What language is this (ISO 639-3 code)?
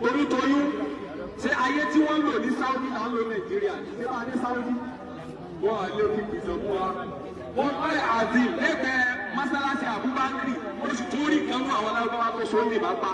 yor